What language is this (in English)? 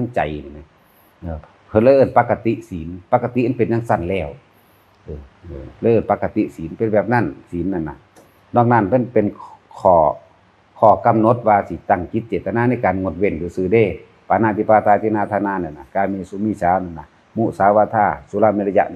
Northeastern Thai